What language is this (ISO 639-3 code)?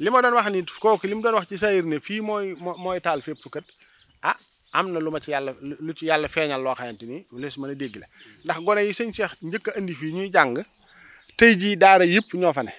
wol